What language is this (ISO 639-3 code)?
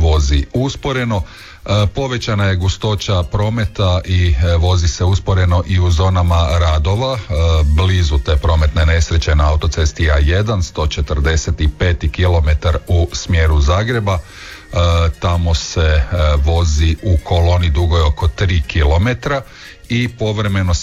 hrv